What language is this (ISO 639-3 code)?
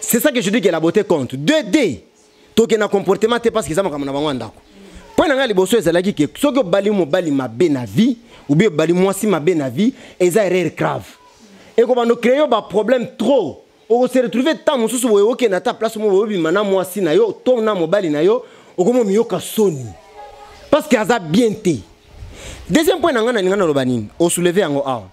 lin